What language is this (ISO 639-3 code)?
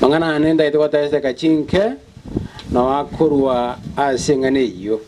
guz